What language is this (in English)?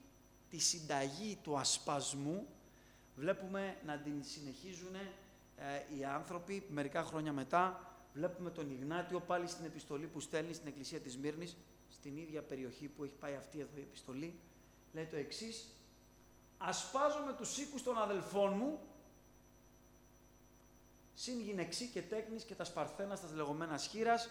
Greek